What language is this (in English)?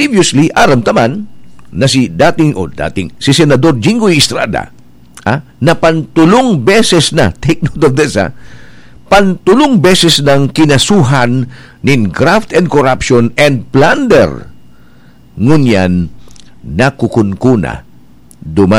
Bikol